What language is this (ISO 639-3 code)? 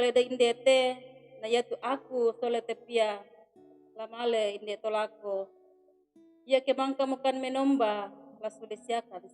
sda